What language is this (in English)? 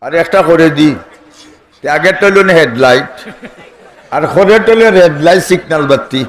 Sylheti